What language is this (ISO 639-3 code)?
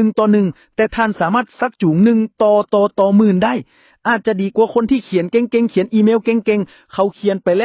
lao